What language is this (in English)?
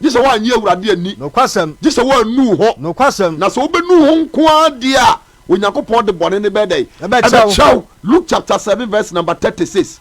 Akan